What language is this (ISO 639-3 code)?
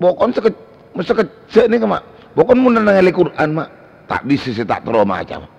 mad